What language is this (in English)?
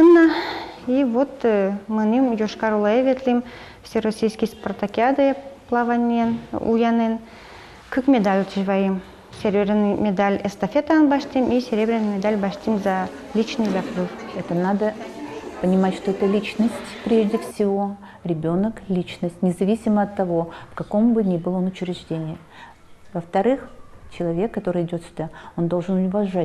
Udmurt